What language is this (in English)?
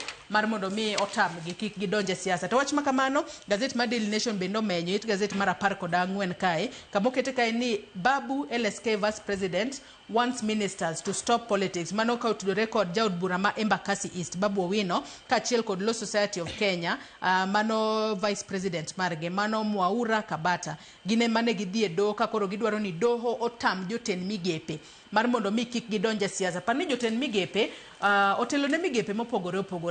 Luo (Kenya and Tanzania)